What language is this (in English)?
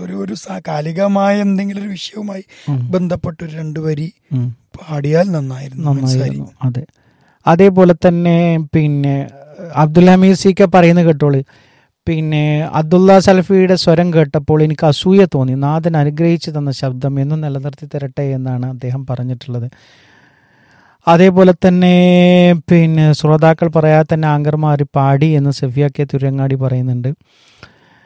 Malayalam